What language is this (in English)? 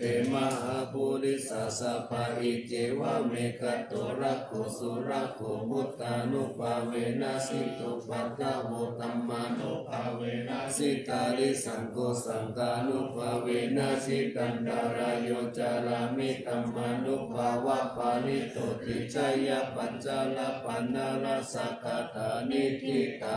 Pali